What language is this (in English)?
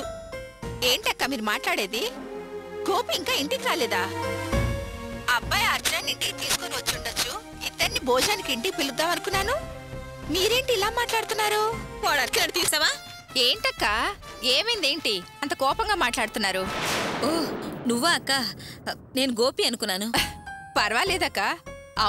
Telugu